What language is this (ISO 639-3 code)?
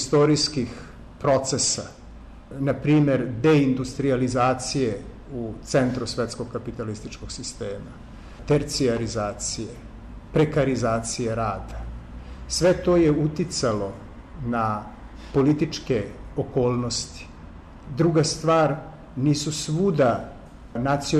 srp